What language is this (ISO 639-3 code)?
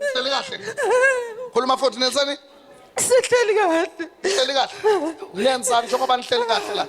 zul